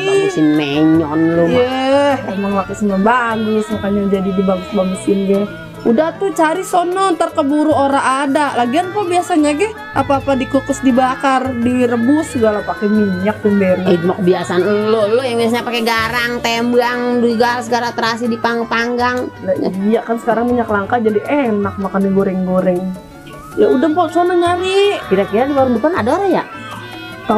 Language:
Betawi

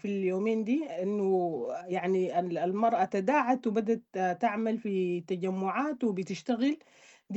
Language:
Sudanese Arabic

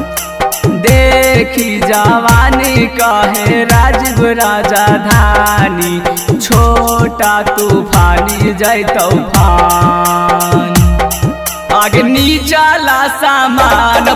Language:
Bhojpuri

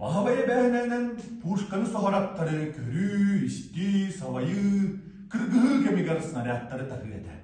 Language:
Yakut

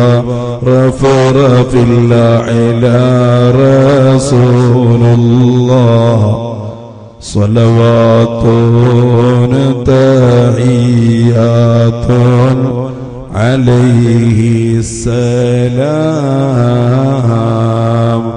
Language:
Malayalam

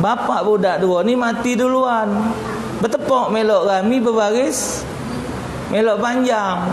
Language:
Musi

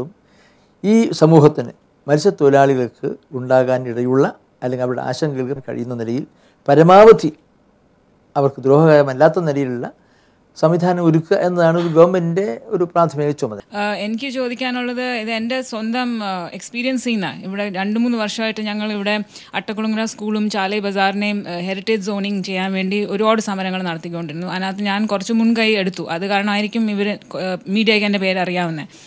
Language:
Malayalam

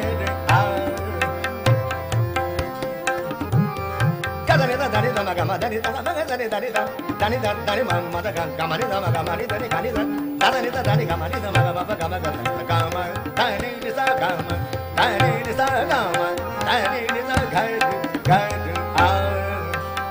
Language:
Bangla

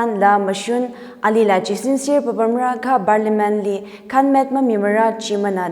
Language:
Tangkhul Naga (India)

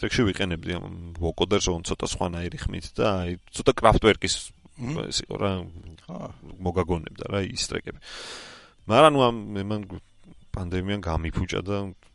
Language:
Georgian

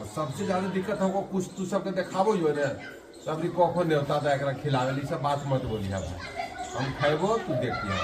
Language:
Magahi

